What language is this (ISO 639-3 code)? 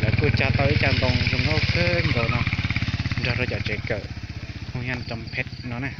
hmn